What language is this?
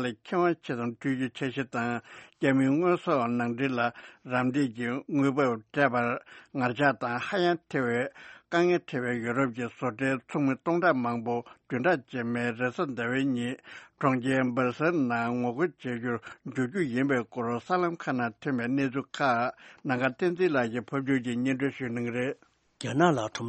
Tibetan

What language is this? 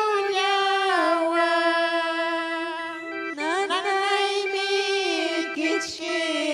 Ayacucho Quechua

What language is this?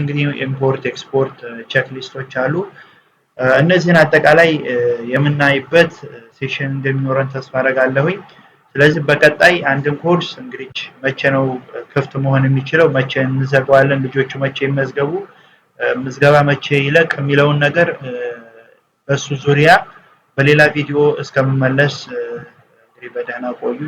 Amharic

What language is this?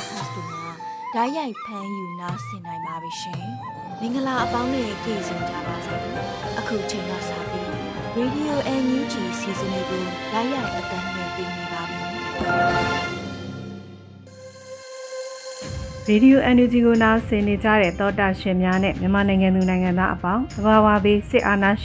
Burmese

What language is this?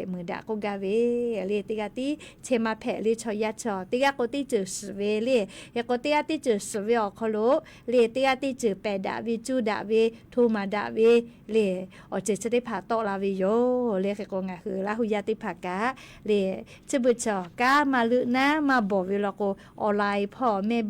Lahu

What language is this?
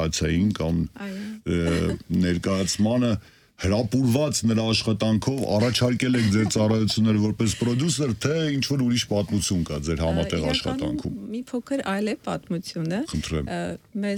Armenian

